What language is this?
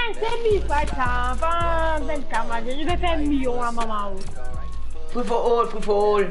Morisyen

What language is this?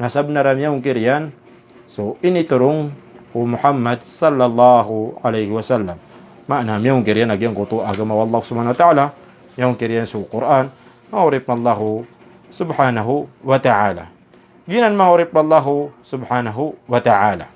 Maranao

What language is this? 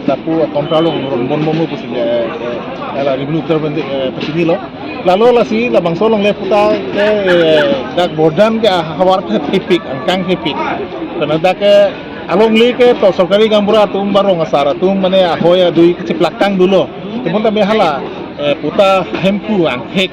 Karbi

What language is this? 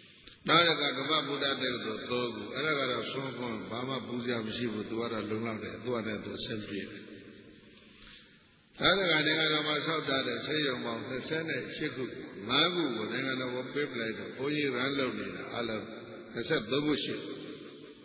Burmese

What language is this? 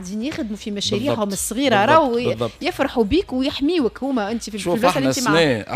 Tunisian Arabic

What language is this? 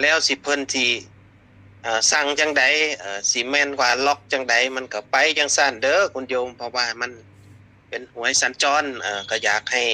Northeastern Thai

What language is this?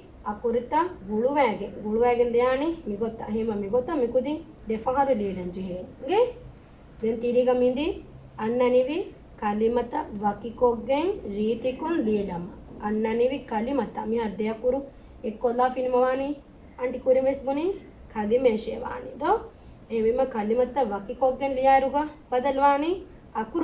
Divehi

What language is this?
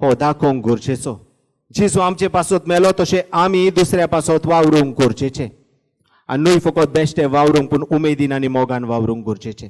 Konkani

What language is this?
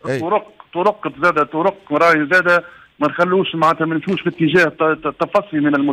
Tunisian Arabic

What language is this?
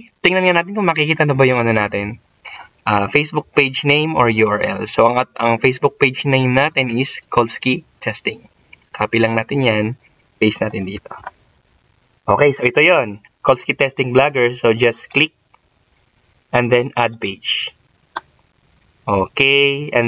Filipino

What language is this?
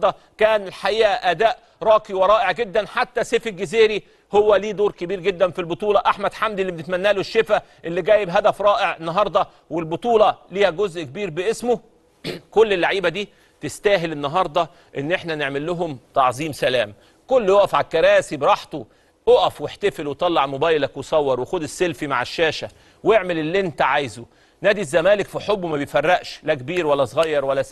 Egyptian Arabic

